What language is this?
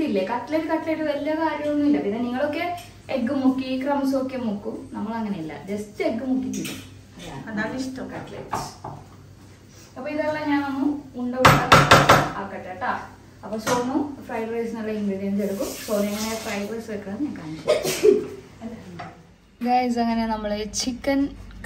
Malayalam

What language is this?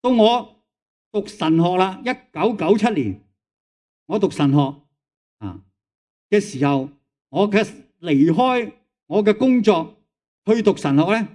Cantonese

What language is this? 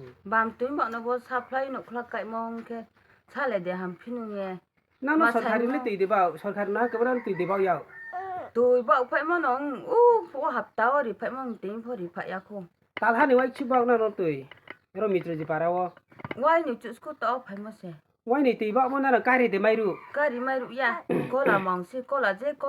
Riang (India)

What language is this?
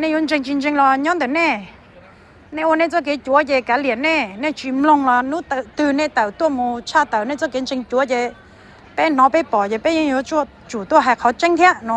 Hmong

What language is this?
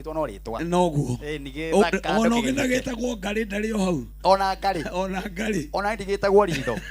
Kikuyu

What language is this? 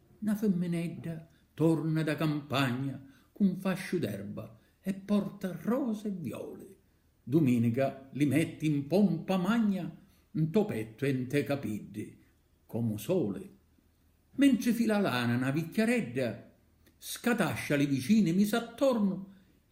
Sicilian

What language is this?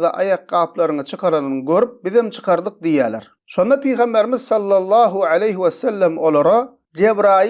Turkmen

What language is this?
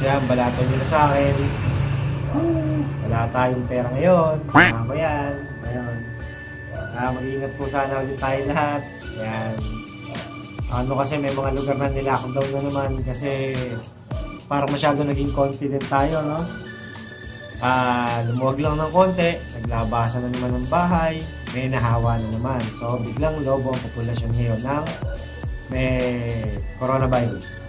Filipino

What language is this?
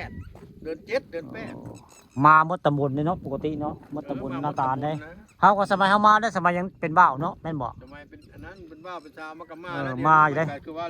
Northeastern Thai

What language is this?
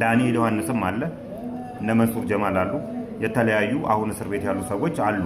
Amharic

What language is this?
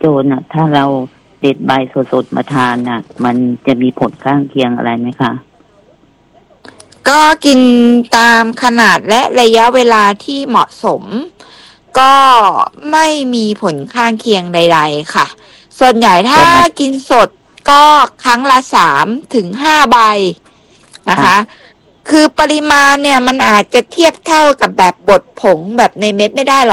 Thai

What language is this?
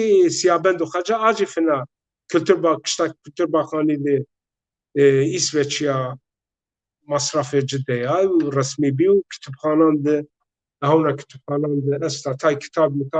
Zaza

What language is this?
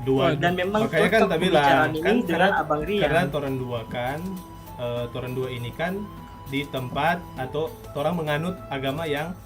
Manado Malay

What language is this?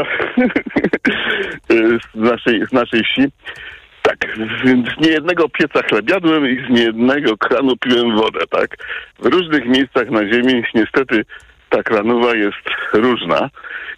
Polish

